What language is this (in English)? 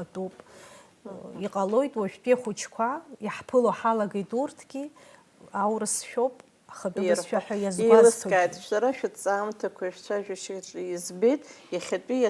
Abkhazian